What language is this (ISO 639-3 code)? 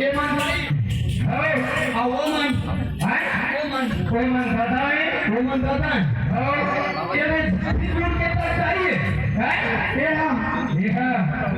hne